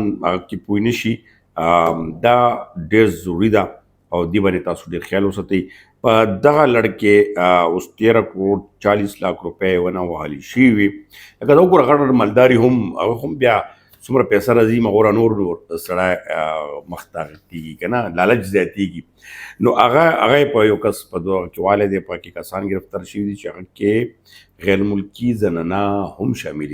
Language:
Pashto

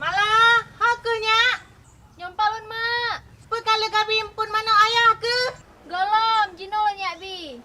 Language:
Achinese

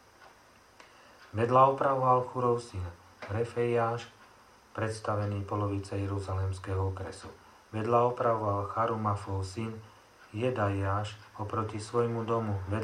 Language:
Slovak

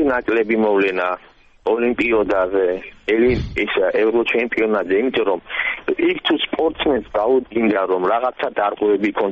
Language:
Georgian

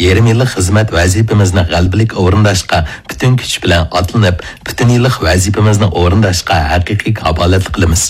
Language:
Uyghur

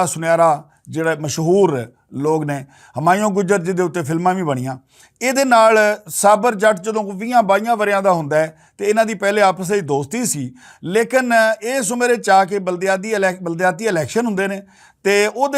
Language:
Western Panjabi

